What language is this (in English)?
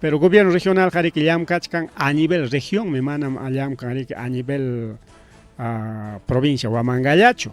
Ayacucho Quechua